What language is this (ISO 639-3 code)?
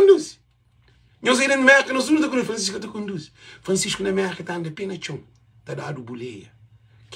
kea